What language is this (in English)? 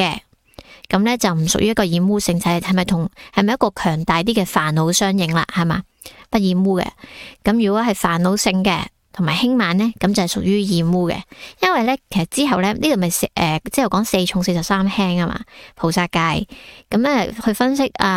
Cantonese